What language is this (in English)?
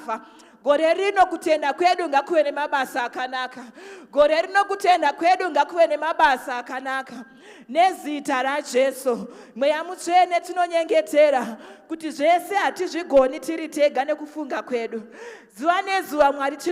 Shona